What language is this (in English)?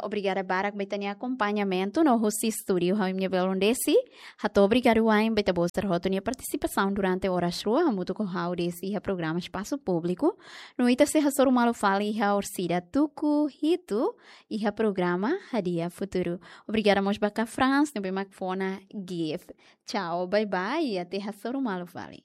Tetum